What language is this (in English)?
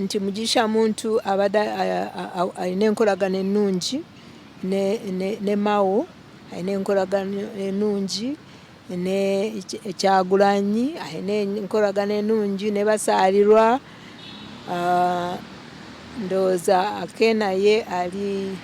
Ganda